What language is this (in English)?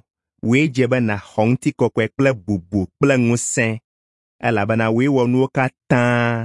Ewe